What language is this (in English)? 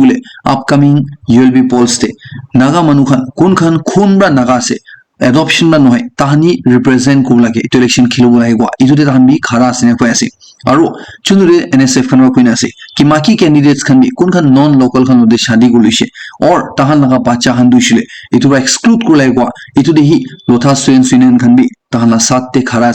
Naga Pidgin